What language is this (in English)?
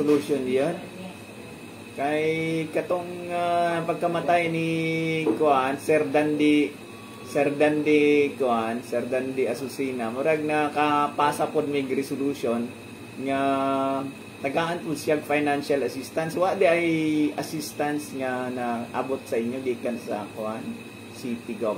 Cebuano